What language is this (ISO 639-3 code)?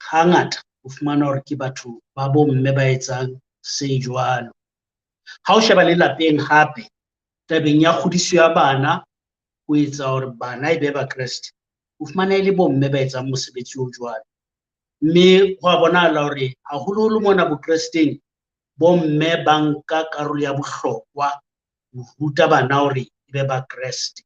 sot